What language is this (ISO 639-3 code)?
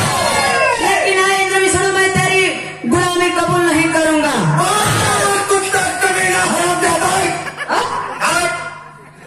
bho